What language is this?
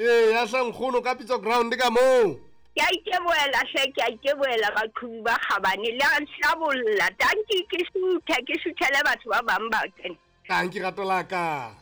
Southern Sotho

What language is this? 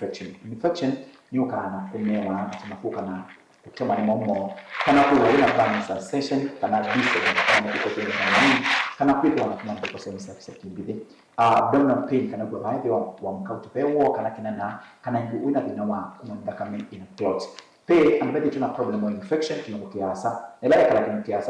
Kamba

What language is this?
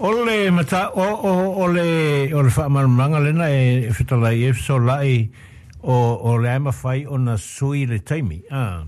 Samoan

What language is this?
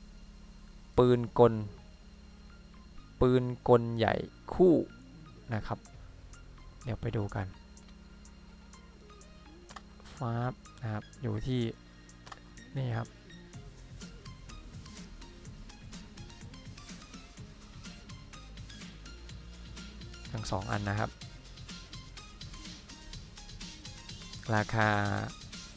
Thai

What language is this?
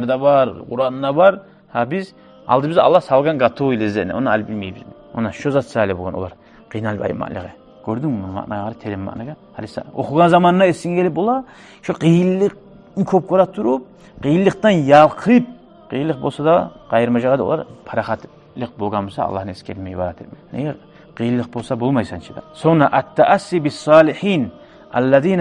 Kumyk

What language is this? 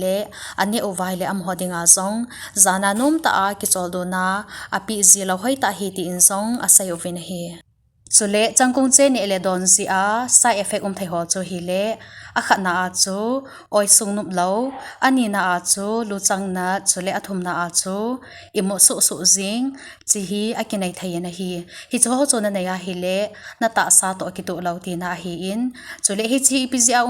Thado Chin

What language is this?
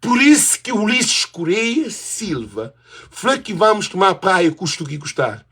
Kabuverdianu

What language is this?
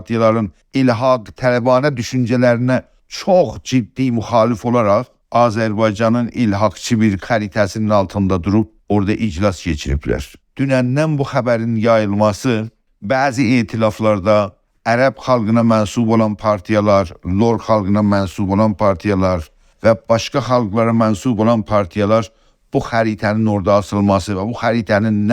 South Azerbaijani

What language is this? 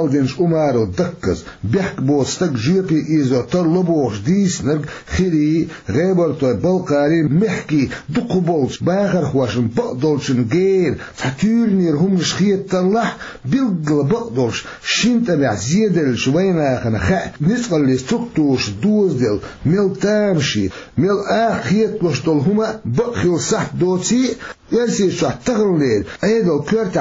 Chechen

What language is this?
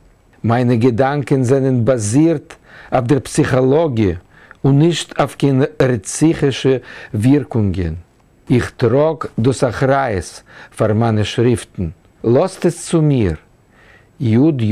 Yiddish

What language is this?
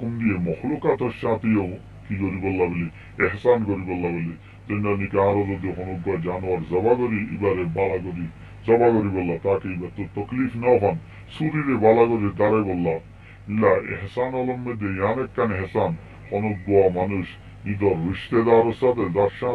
Rohingya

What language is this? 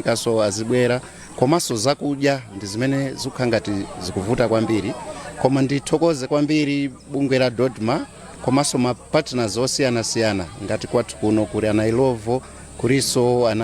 Nyanja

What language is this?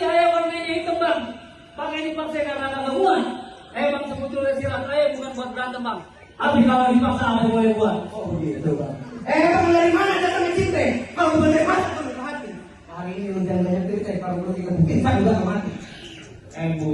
Betawi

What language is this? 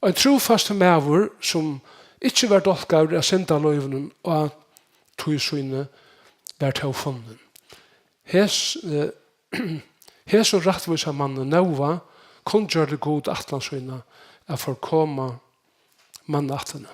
Faroese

